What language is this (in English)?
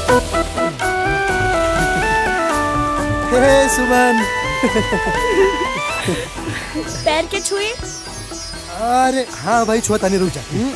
Bhojpuri